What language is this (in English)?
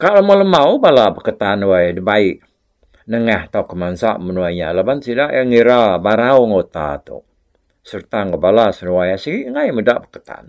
Iban